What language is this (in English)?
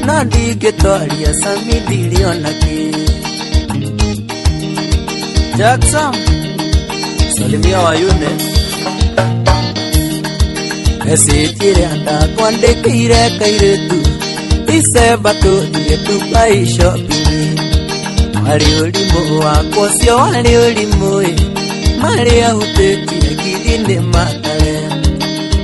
Kikuyu